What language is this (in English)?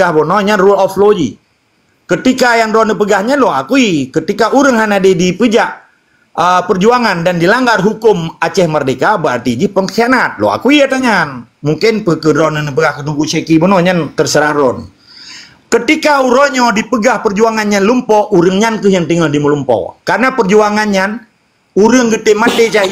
Achinese